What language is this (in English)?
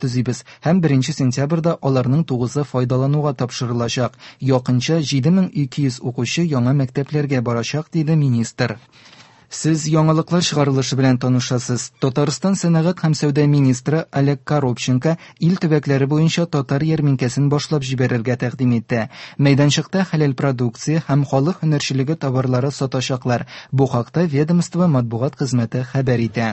Tatar